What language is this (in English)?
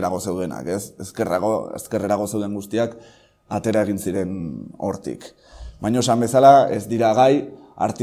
Basque